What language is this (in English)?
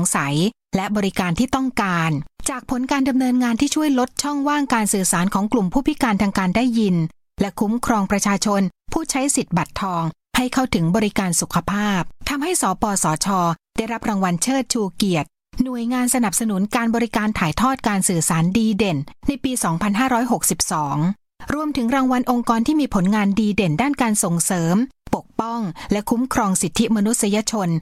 Thai